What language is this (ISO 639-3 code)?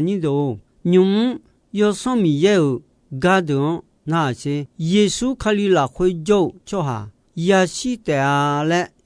ahk